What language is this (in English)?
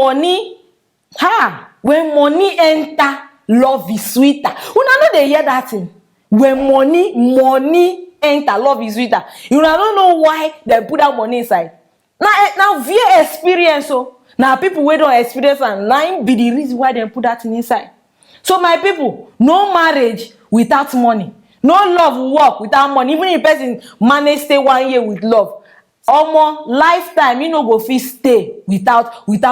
Nigerian Pidgin